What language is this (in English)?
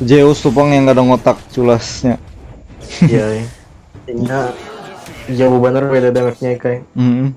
Banjar